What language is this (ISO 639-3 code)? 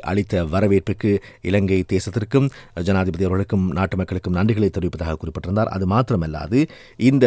tam